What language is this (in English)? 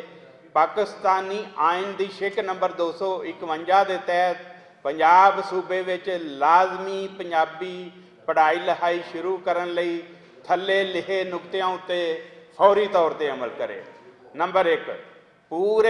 Western Panjabi